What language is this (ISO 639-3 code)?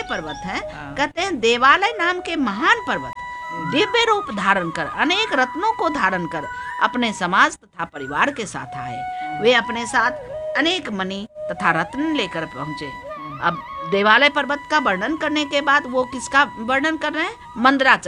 hin